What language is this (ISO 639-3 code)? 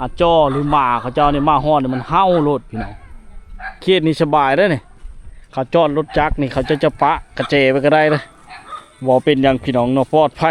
lao